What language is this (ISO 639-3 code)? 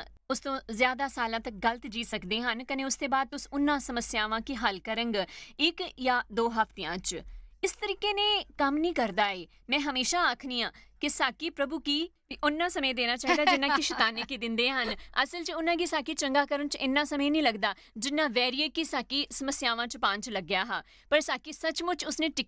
doi